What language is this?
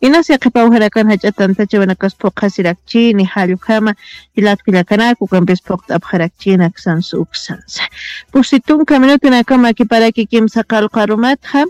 Aymara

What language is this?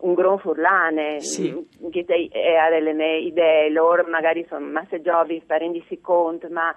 Friulian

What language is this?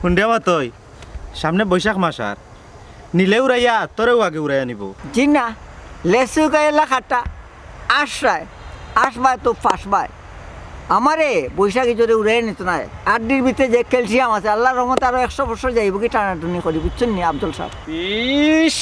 Sylheti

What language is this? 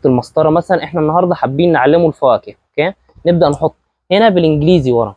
Egyptian Arabic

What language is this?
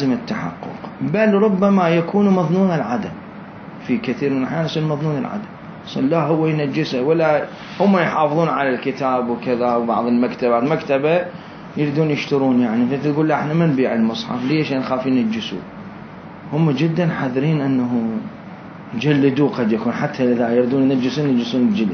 Mesopotamian Arabic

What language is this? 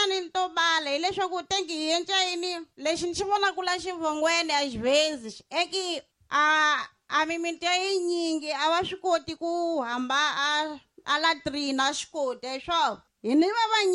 Tsonga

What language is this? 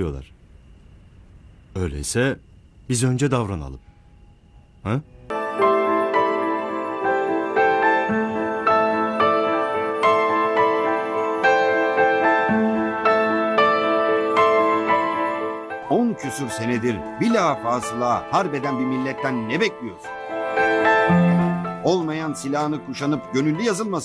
Turkish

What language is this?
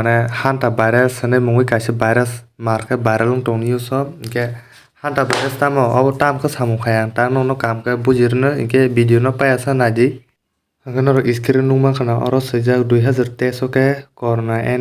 Kok Borok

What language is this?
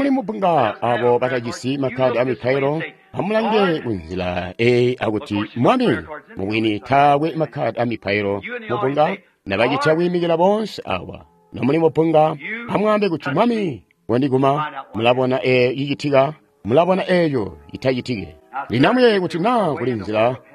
Tonga (Zambia)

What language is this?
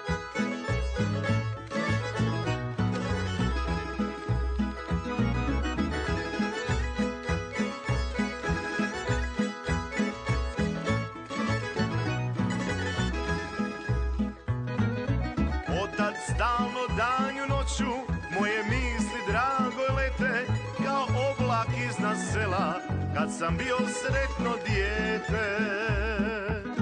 Croatian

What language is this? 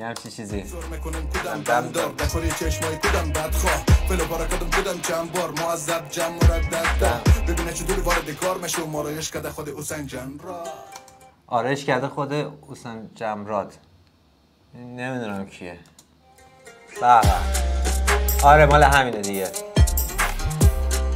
Persian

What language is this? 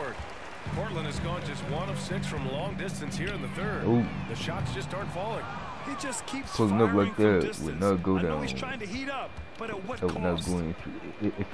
English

